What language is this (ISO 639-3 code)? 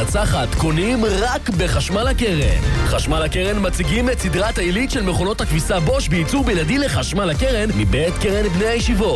heb